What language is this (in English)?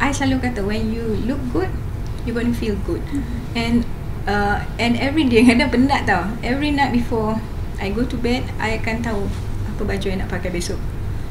Malay